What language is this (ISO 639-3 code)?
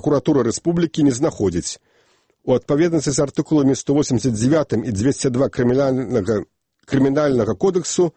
bel